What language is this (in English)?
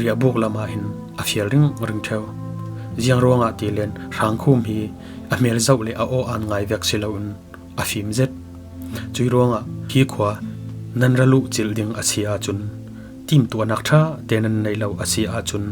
Falam Chin